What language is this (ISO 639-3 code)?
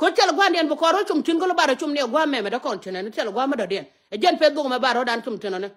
nus